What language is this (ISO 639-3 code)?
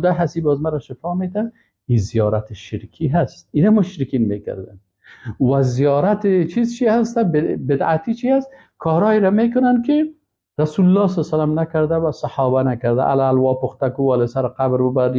fas